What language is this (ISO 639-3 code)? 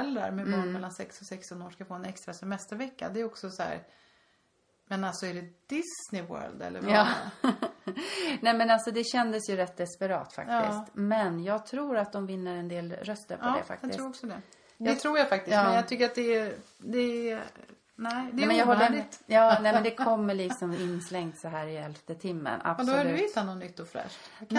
swe